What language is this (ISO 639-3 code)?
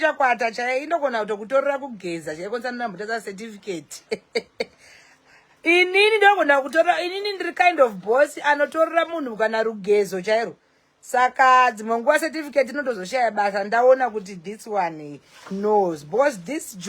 sna